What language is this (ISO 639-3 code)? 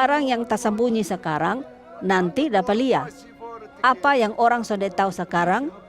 mkn